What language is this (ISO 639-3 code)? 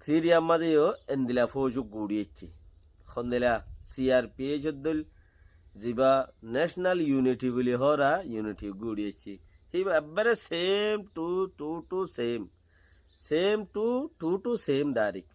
rhg